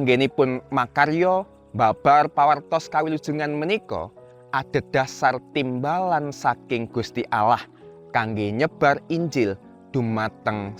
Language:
Javanese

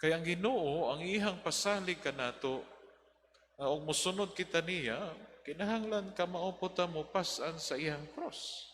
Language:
Cebuano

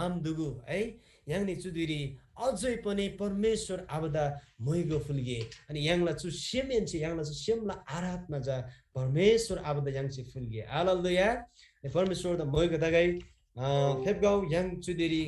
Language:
Eastern Tamang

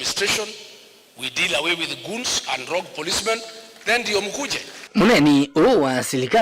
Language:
Kamba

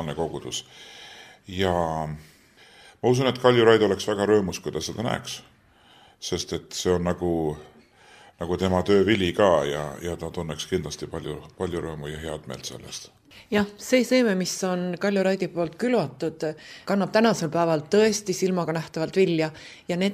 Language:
Estonian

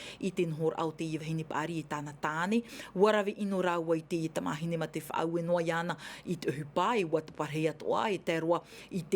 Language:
Tahitian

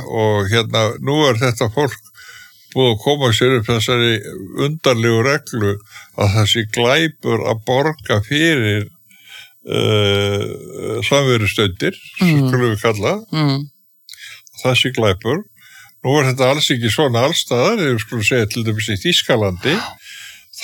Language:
Icelandic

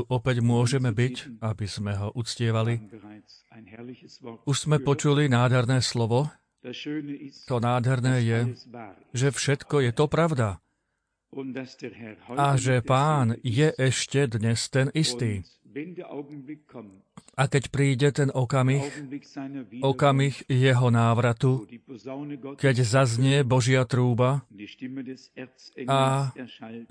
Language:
Slovak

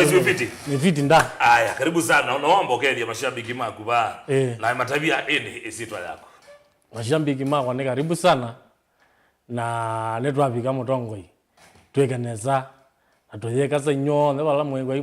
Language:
Kamba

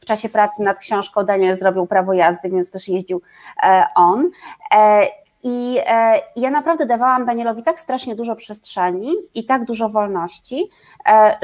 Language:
Polish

